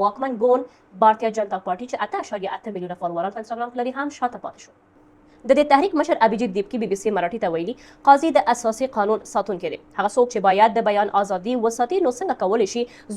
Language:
Pashto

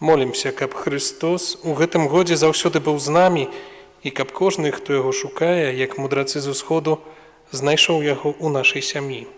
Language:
Belarusian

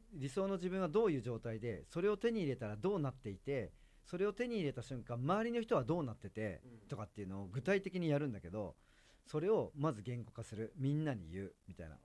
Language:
Japanese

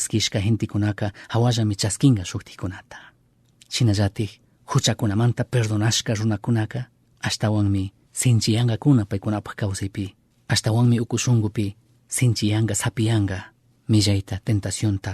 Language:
Chimborazo Highland Quichua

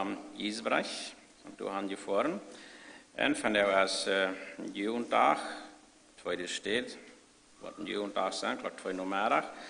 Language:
Plautdietsch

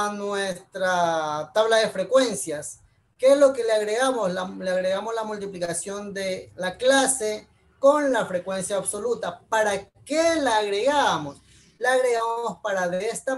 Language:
Spanish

